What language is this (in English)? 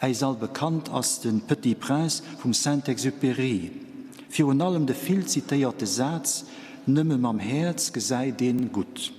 Luxembourgish